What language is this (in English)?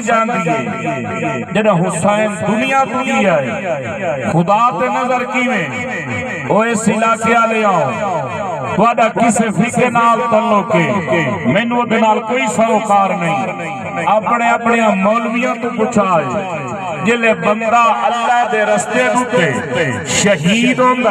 Saraiki